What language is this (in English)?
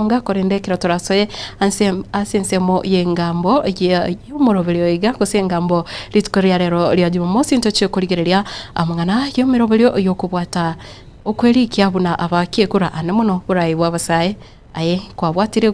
Gusii